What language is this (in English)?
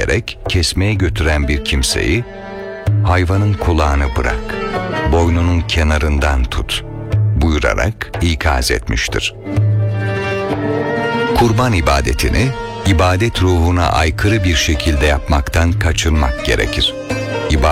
Turkish